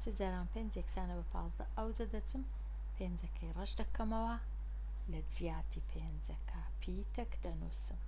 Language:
Central Kurdish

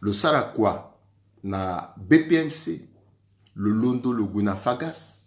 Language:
Sango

